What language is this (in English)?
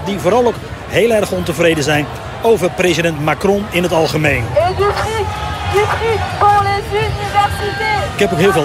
Dutch